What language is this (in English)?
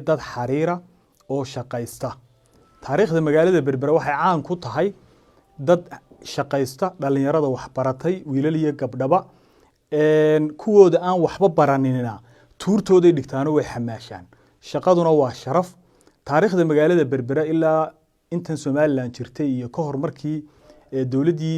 Somali